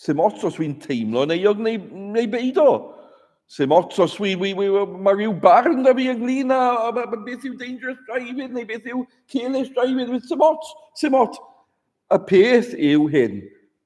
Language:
Welsh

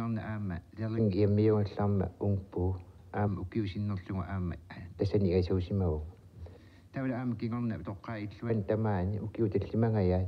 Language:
Kalaallisut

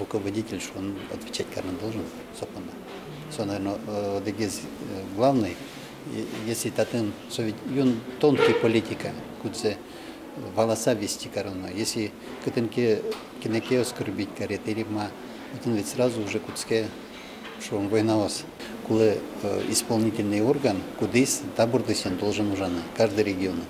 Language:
Udmurt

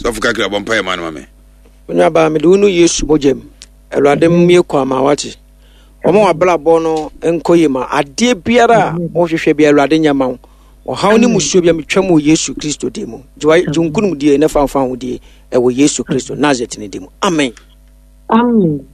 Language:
Akan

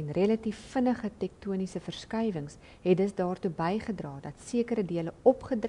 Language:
Afrikaans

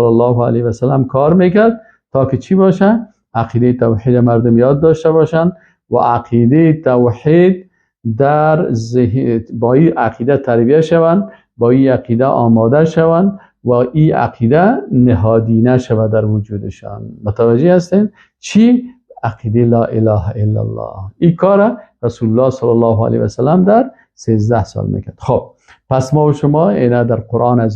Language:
Persian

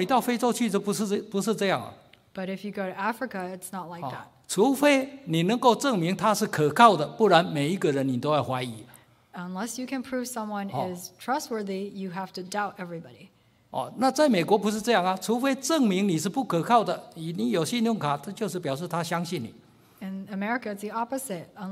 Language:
Chinese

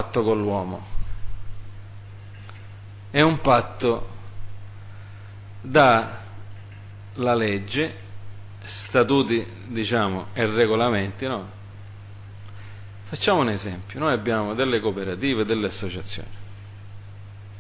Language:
Italian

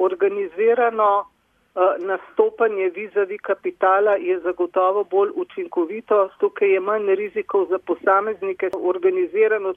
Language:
Slovenian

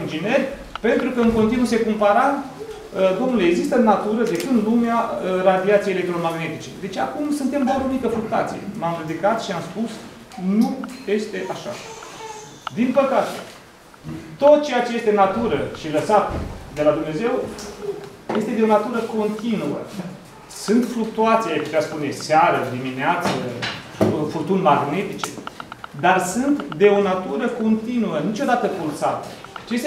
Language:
Romanian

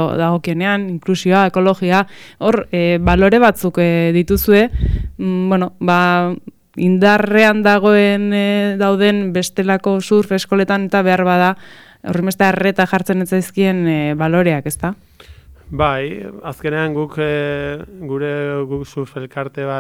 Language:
Basque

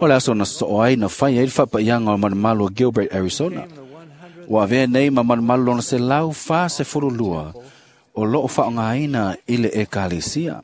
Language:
Samoan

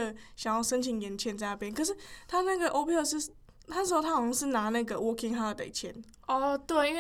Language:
Chinese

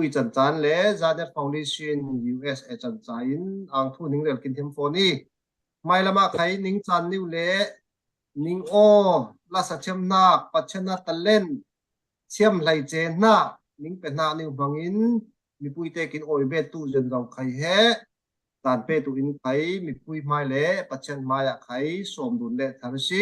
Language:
Falam Chin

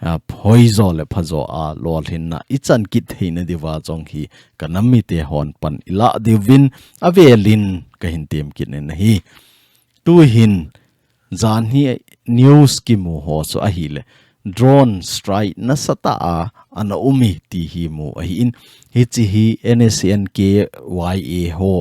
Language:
Thado Chin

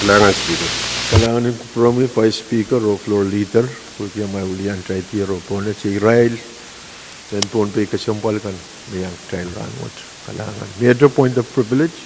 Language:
Pohnpeian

